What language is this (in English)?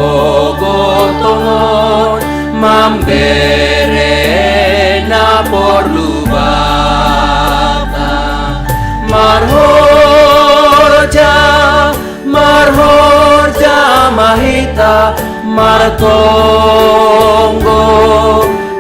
Batak Simalungun